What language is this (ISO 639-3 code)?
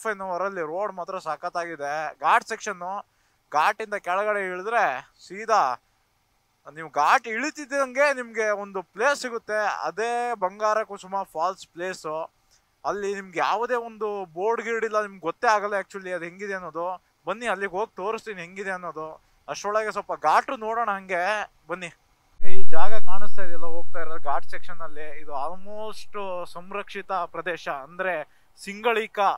kan